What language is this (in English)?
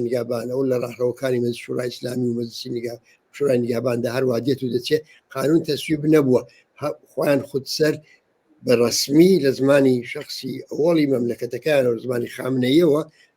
Central Kurdish